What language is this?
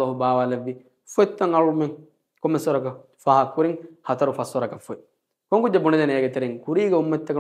Divehi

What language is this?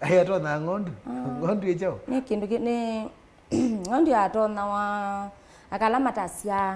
Kamba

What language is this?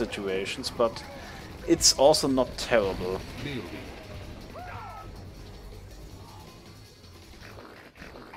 English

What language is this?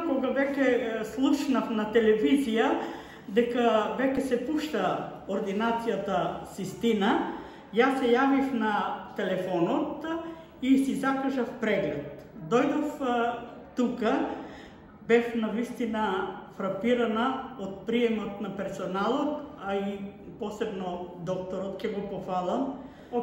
Macedonian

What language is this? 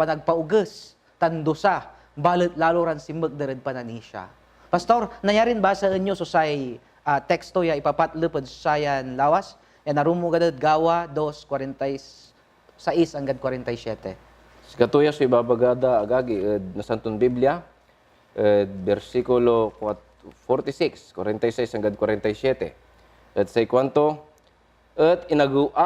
Pangasinan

